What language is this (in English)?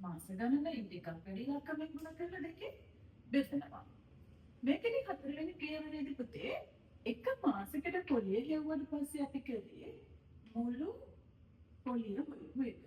Sinhala